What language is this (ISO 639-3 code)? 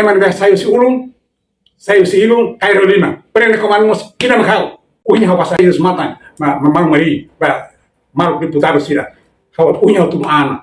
tet